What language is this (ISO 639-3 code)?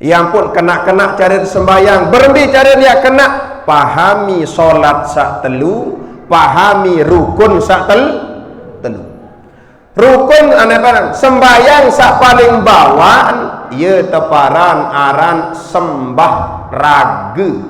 sas